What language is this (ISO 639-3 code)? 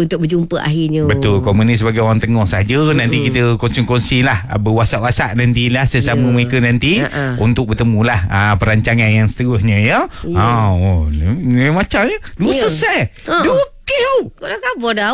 msa